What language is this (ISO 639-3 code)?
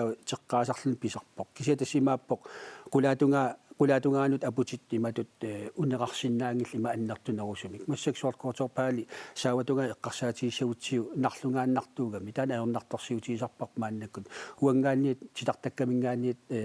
kal